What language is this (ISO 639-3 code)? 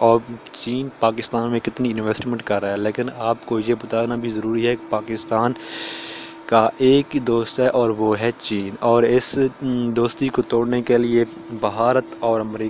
urd